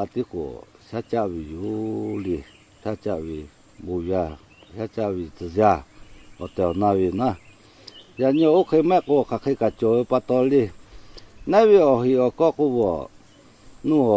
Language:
Lahu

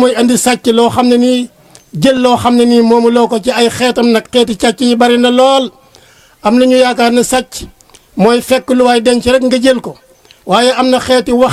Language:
Wolof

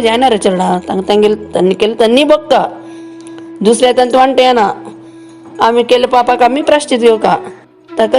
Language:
Konkani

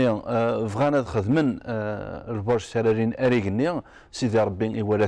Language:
Kabyle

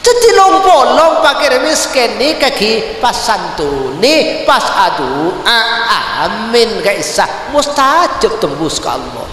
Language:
Madurese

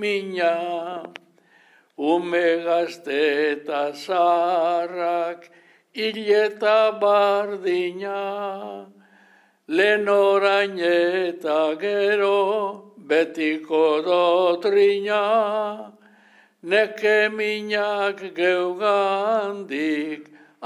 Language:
Basque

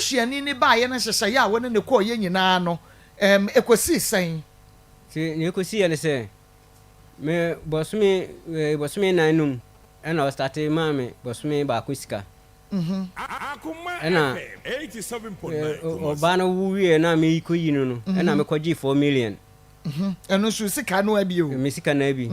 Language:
Akan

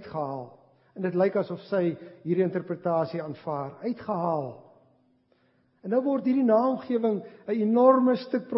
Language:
Afrikaans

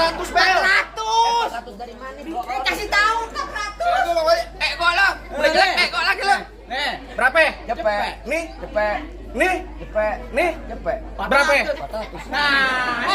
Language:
Betawi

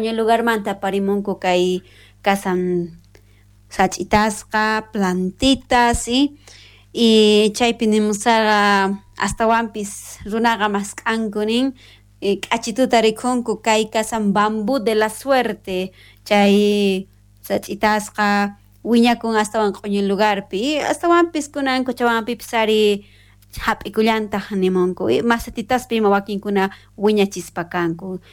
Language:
South Bolivian Quechua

